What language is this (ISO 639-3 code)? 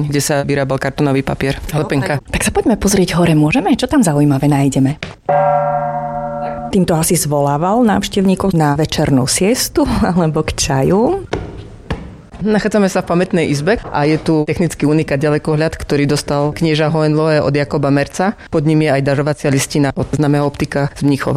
slk